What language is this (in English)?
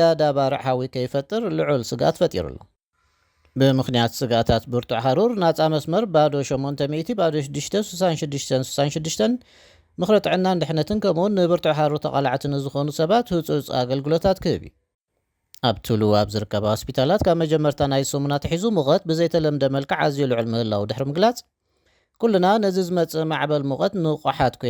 Tigrinya